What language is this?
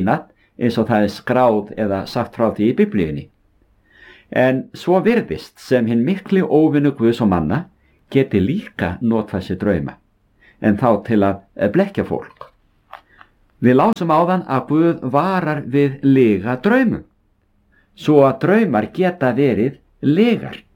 Icelandic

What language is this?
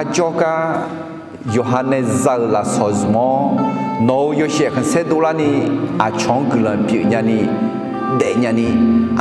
Akha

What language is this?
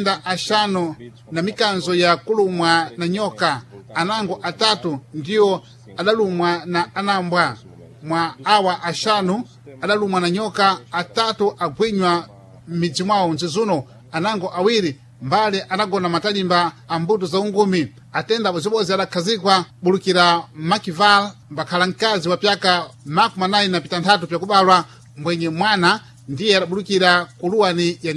Sena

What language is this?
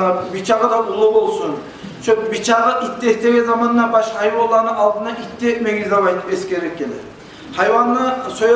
Kumyk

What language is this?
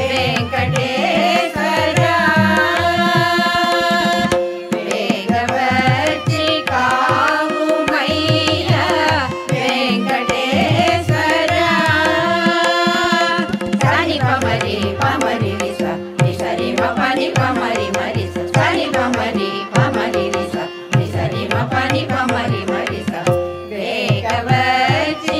Telugu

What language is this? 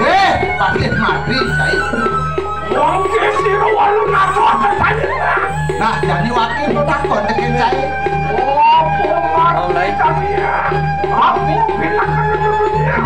Balinese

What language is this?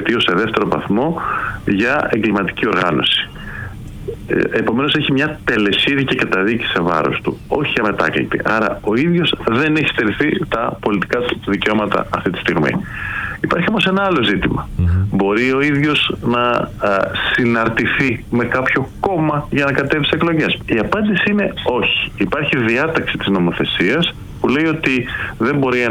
Greek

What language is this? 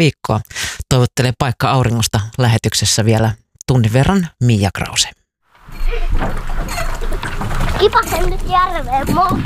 Finnish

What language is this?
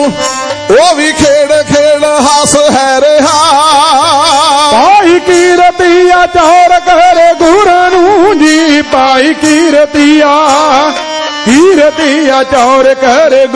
Punjabi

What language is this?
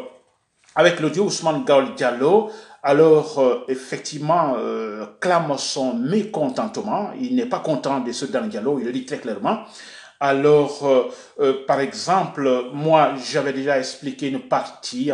French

